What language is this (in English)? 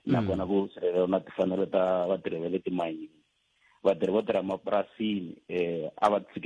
Tsonga